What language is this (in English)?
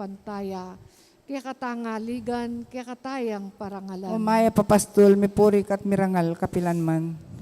Pampanga